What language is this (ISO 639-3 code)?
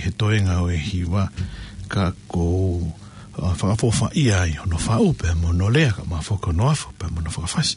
ton